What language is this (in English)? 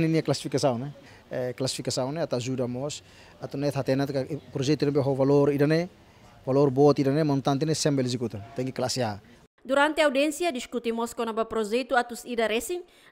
Tetum